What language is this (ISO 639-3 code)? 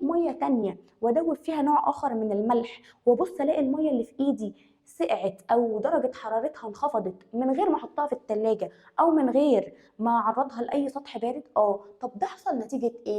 arz